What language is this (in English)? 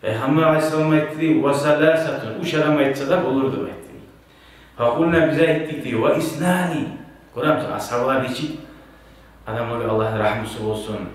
Kumyk